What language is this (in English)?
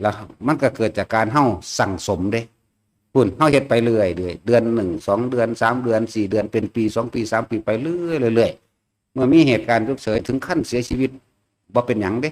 Northeastern Thai